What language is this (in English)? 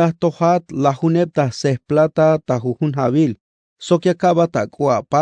Tzeltal